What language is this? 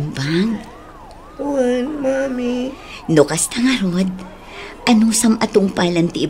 Iloko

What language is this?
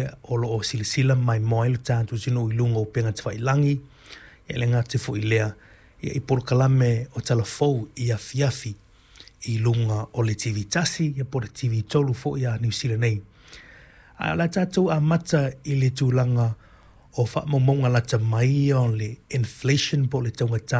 Samoan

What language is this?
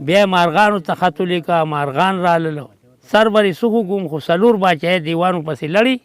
Pashto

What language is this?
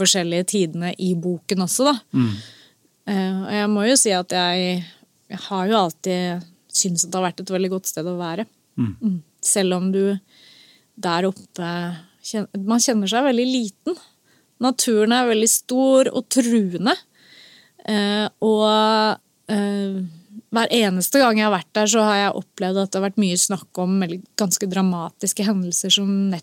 Norwegian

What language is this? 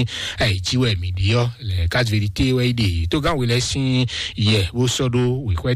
Fon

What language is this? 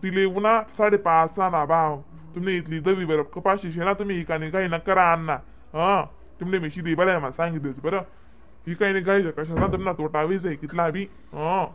Khandesi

